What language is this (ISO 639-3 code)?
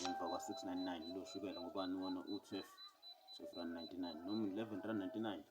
zul